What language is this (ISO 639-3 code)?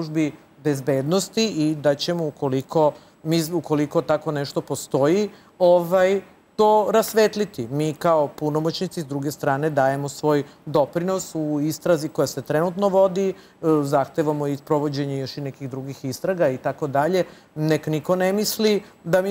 srp